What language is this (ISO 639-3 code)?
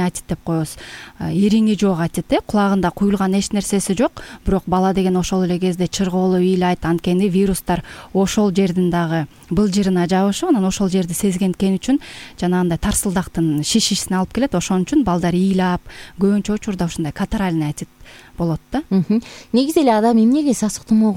kir